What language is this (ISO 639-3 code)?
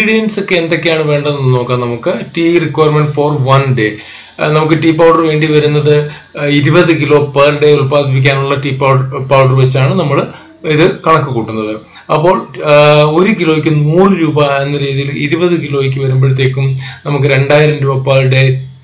mal